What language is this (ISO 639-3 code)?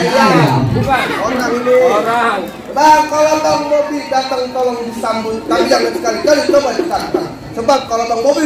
bew